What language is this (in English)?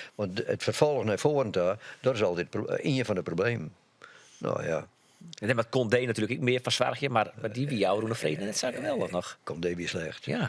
Western Frisian